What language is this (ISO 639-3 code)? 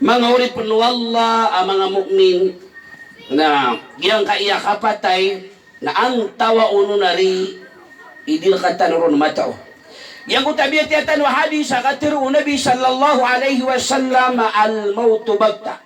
mrw